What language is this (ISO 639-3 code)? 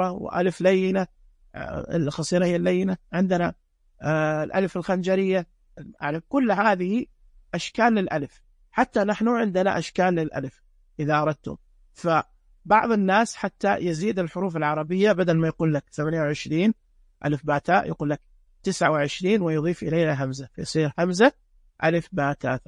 ars